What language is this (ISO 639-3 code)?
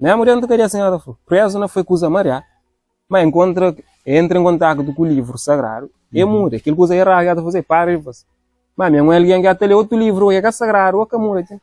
kea